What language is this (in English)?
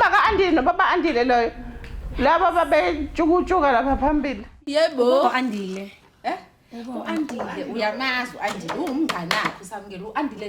Zulu